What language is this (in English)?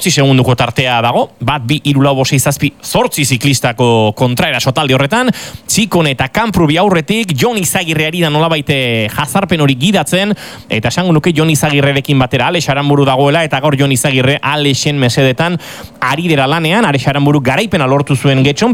Basque